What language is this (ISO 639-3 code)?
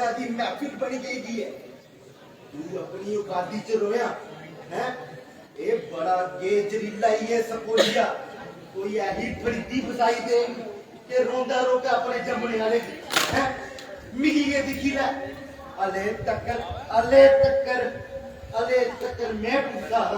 doi